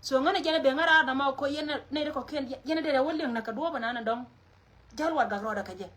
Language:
Nuer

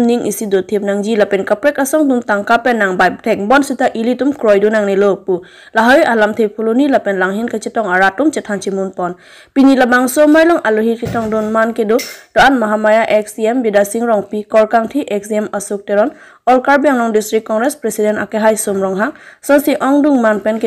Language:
Karbi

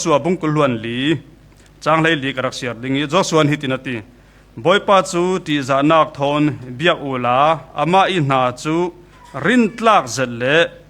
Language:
Falam Chin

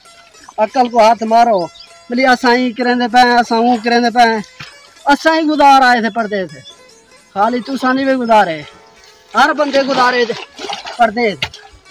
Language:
Saraiki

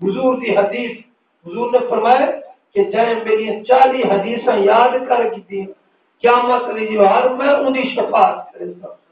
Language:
Saraiki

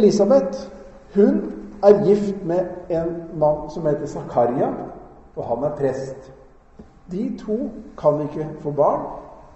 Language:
Norwegian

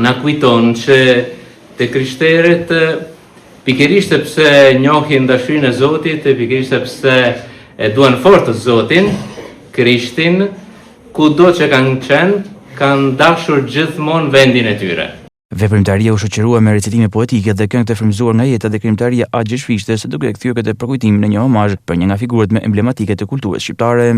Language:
Albanian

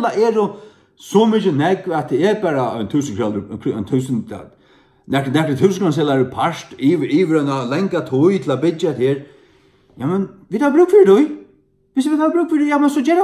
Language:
Faroese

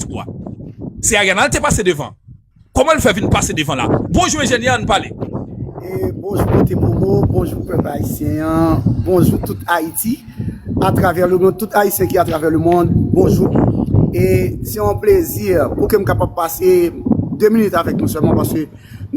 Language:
Haitian Creole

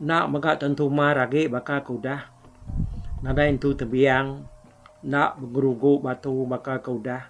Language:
Iban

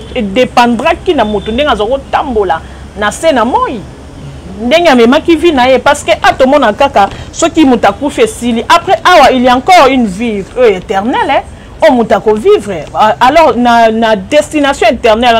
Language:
Lingala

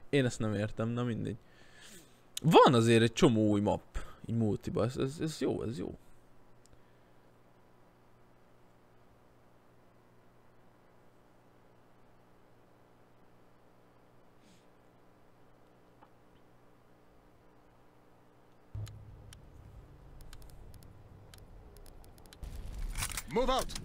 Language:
Hungarian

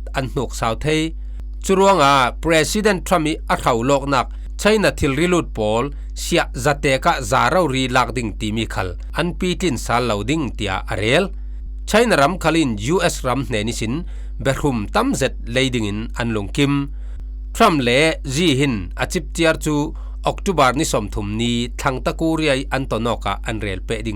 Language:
Falam Chin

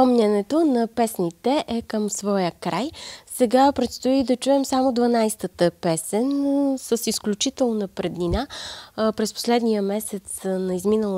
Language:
Bulgarian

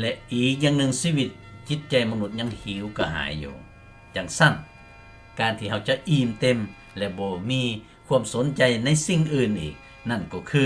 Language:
Lao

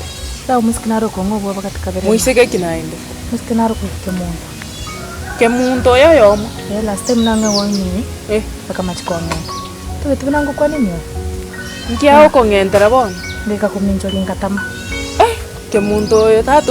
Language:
Gusii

